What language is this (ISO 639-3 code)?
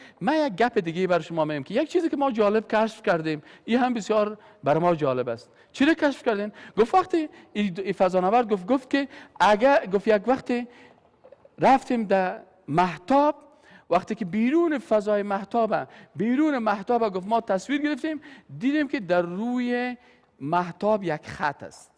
fas